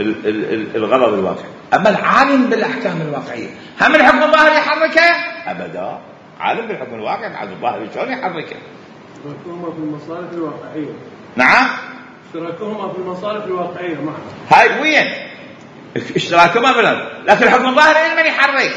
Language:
Mesopotamian Arabic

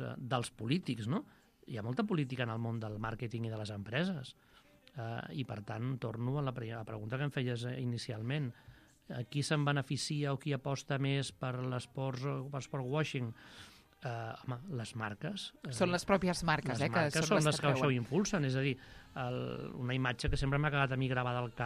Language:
Catalan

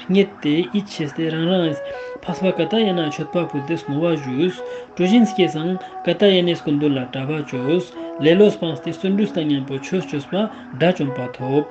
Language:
Ladakhi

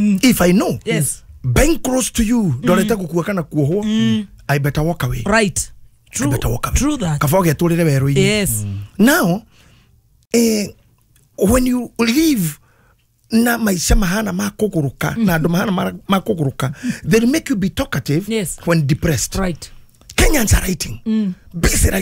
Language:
Kikuyu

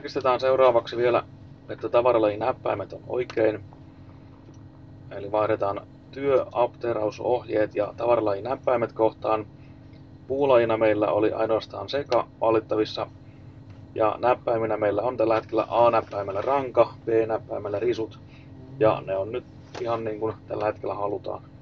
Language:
Finnish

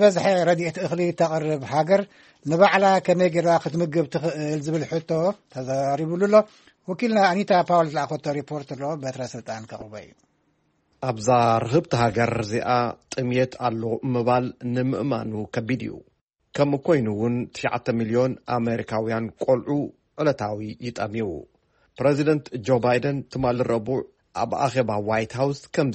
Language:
Tigrinya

